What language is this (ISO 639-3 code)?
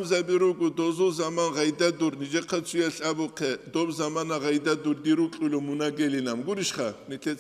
ava